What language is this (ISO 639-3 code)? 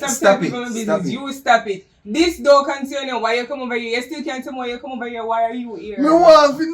jam